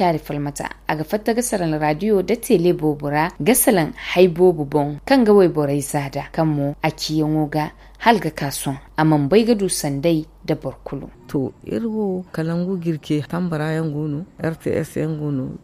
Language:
Zarma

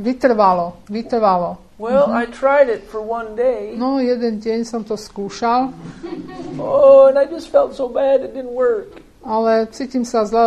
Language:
Slovak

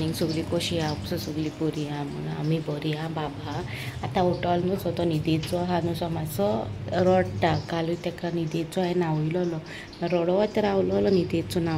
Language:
Konkani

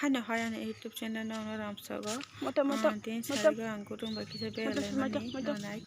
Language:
Kok Borok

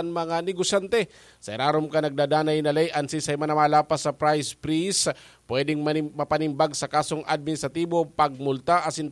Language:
Bikol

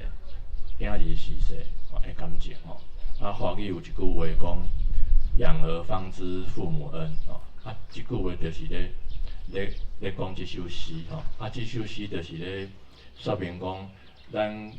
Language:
Min Nan Chinese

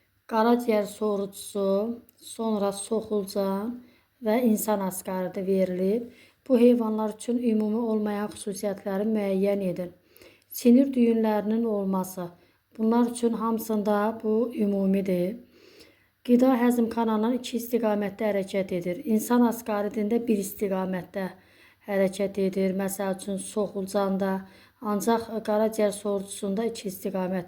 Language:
Azerbaijani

